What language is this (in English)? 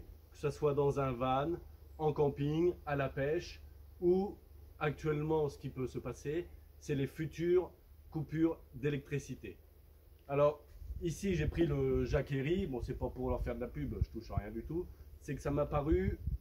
French